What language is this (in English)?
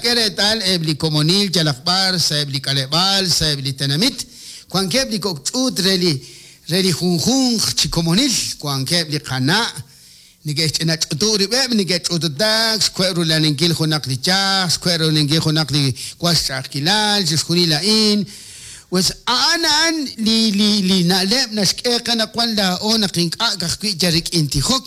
Kekchí